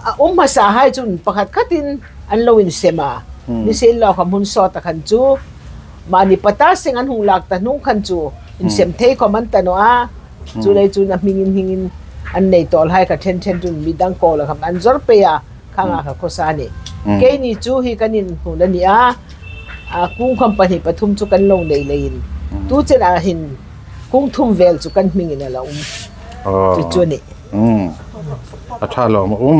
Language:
Hmar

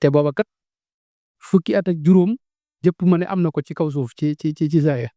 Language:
Wolof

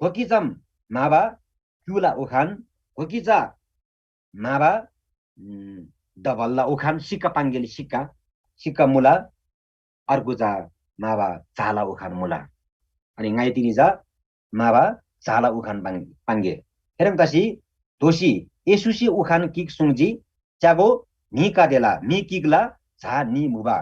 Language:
Eastern Tamang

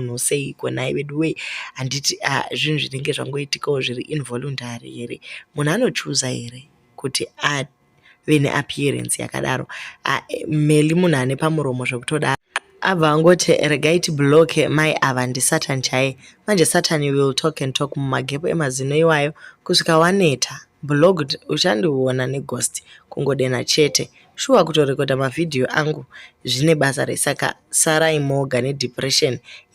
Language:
Shona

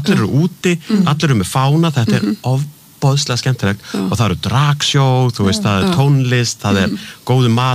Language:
Icelandic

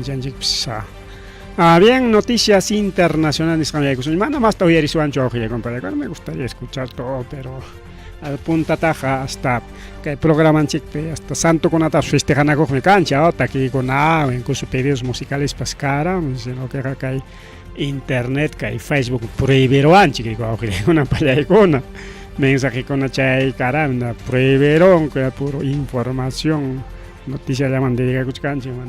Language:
Ayacucho Quechua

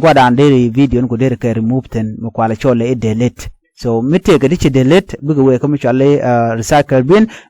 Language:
Nuer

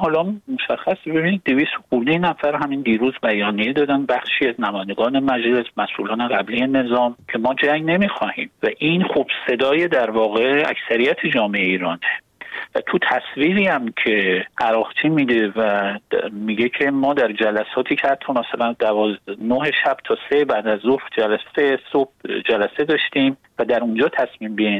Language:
Persian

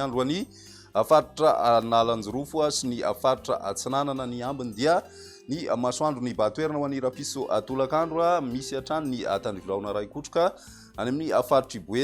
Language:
Malagasy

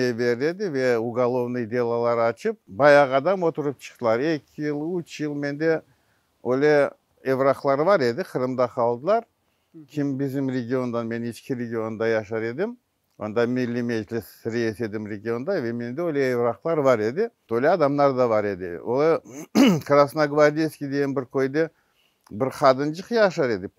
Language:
Crimean Tatar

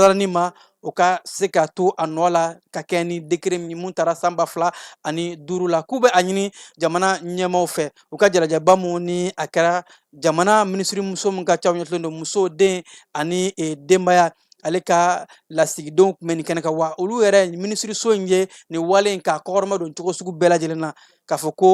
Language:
Bambara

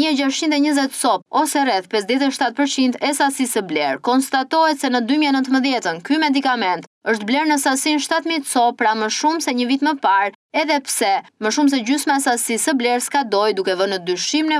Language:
Albanian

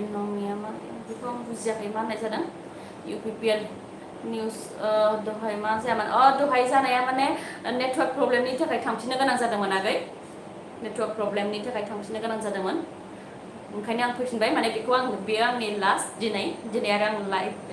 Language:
Bodo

